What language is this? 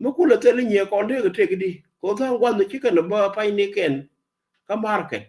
Nuer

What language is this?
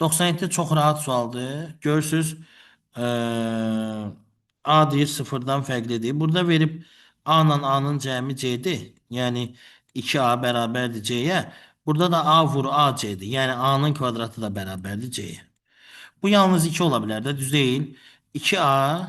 Azerbaijani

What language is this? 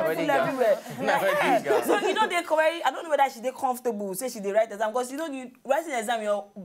Nigerian Pidgin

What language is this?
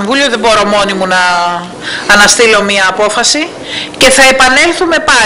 Greek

